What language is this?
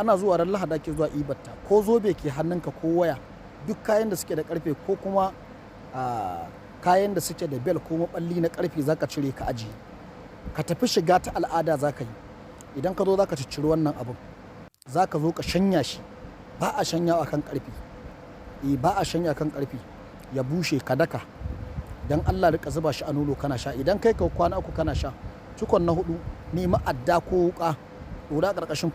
Hausa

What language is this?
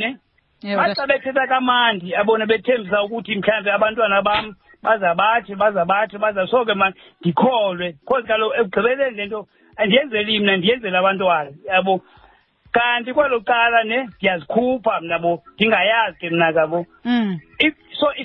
Xhosa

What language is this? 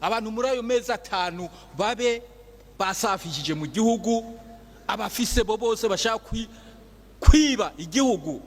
Rundi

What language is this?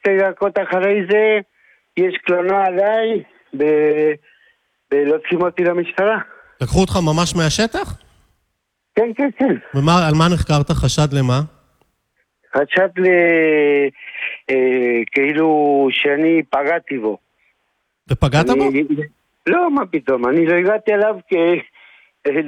Hebrew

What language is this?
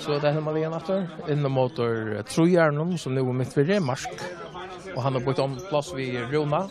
Faroese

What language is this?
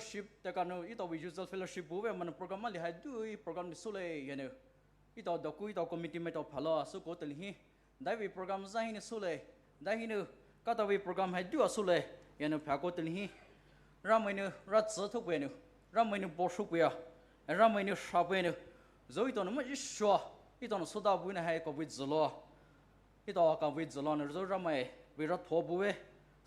Poumei Naga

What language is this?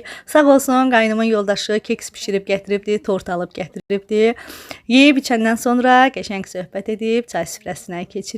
Azerbaijani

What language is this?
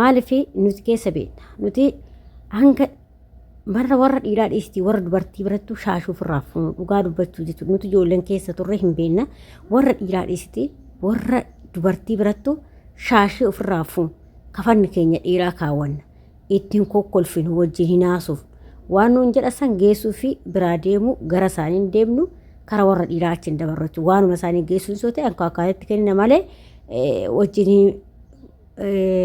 Oromo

